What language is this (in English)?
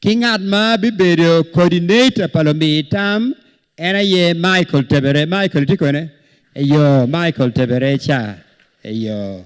Acoli